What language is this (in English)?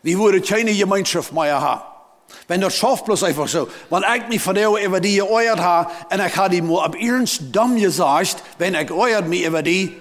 Plautdietsch